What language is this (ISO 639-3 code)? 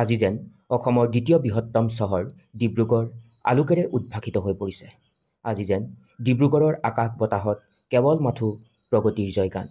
asm